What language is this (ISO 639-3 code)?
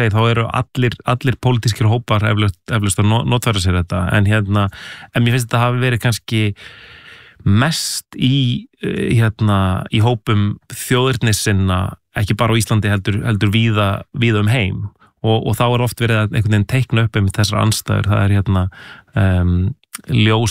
isl